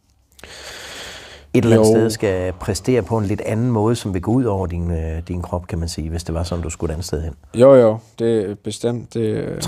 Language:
Danish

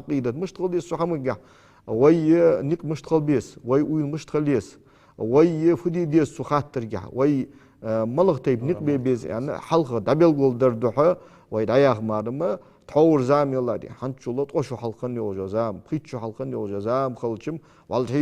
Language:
Ingush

